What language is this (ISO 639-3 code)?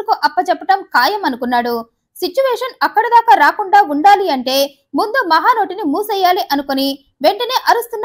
tel